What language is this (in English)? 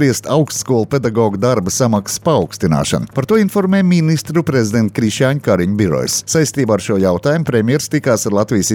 Latvian